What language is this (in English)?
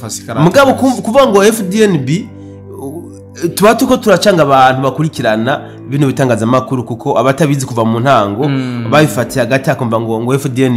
Rundi